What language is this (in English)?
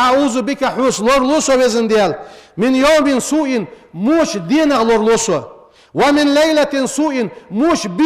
Ingush